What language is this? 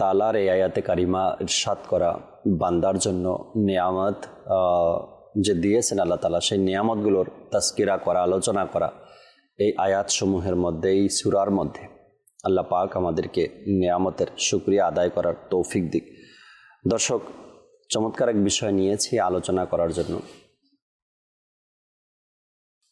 Bangla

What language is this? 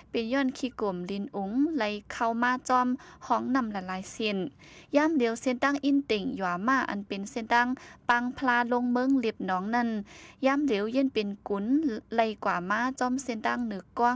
Shan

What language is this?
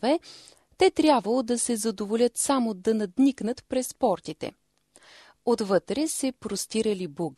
Bulgarian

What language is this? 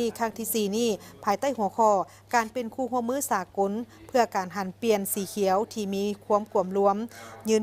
Lao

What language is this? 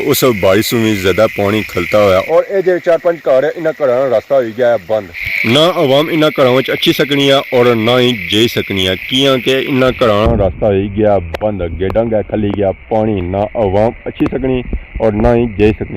Pahari-Potwari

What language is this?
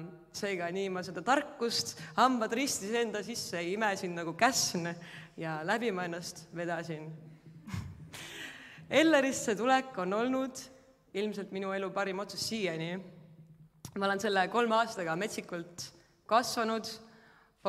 Estonian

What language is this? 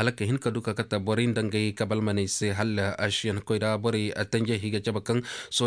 Koyraboro Senni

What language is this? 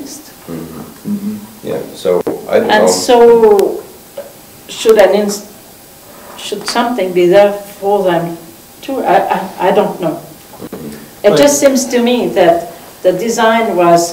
English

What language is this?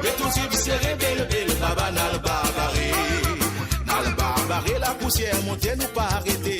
Morisyen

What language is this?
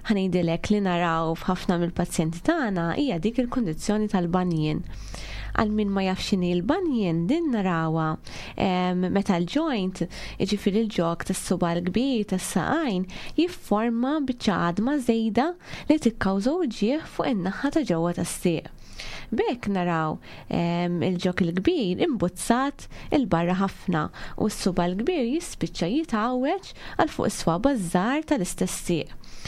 Maltese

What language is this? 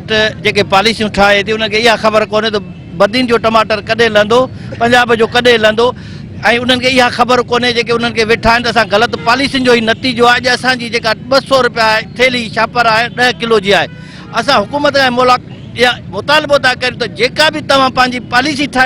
Sindhi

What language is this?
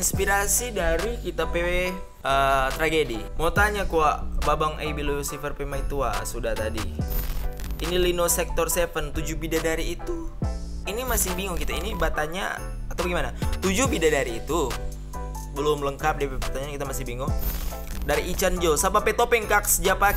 Manado Malay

